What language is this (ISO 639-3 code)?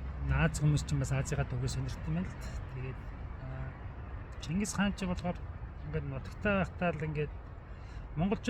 mon